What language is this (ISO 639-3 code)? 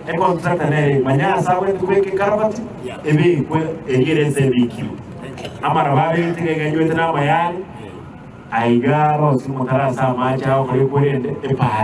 guz